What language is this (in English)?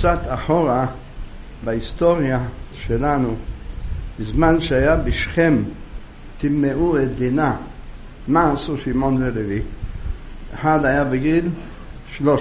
Hebrew